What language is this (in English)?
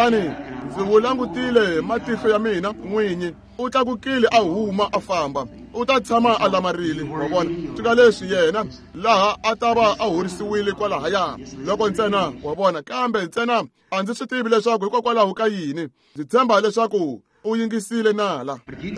Tsonga